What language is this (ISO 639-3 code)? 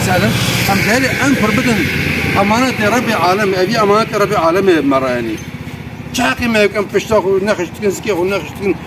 kur